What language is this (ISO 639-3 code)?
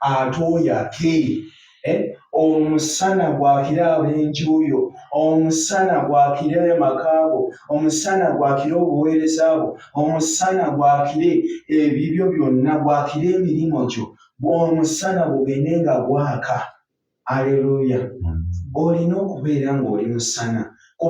lug